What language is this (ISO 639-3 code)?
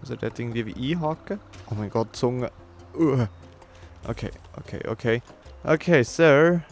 gsw